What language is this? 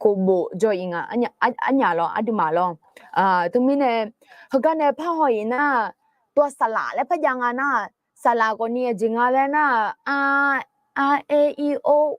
Akha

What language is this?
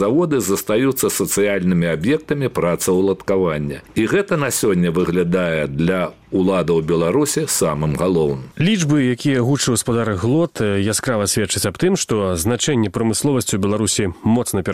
Belarusian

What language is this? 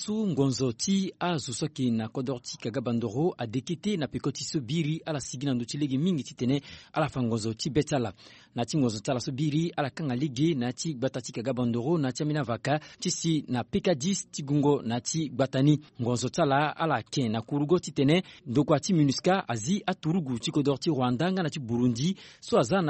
Sango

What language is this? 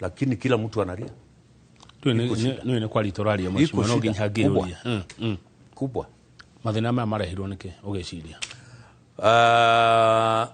Kikuyu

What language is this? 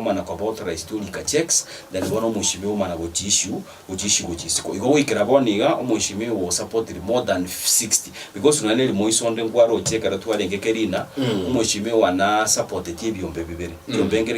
Gusii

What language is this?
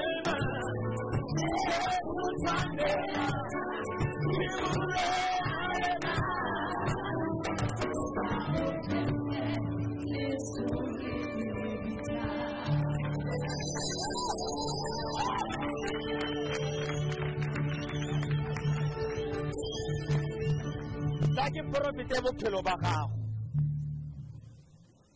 Tswana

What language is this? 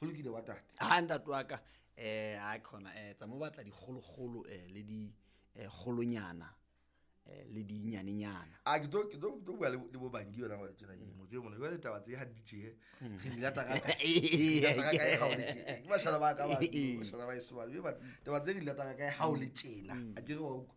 Southern Sotho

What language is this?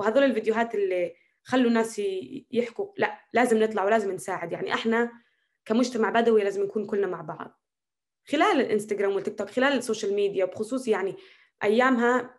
North Levantine Arabic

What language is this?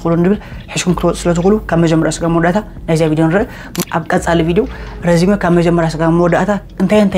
Tigrinya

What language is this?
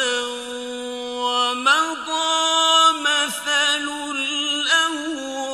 Arabic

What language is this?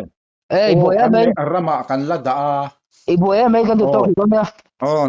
Mizo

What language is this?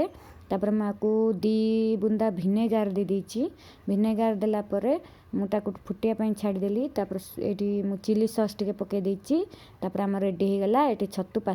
Odia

